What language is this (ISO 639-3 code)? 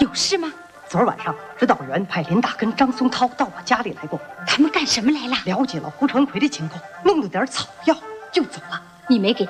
zho